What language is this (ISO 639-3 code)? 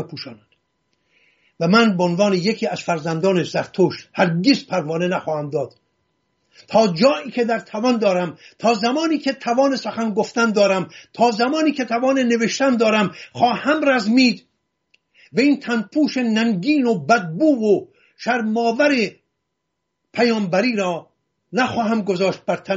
fas